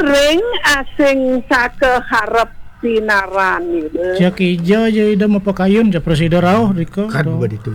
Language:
Balinese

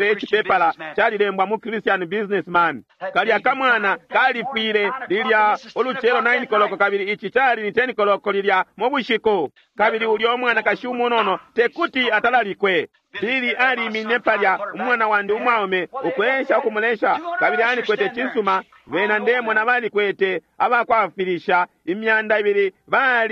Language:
Bemba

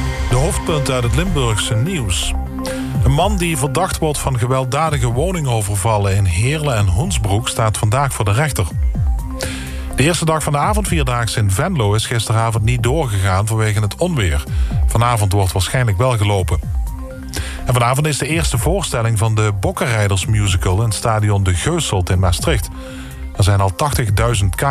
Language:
Dutch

